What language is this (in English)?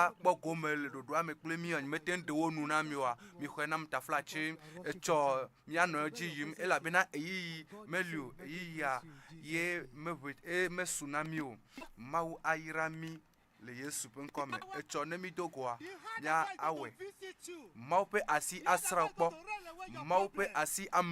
Ewe